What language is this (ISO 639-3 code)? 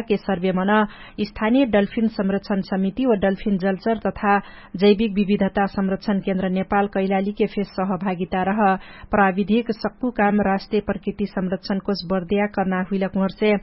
thl